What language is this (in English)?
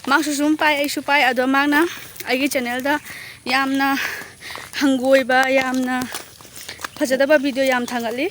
Manipuri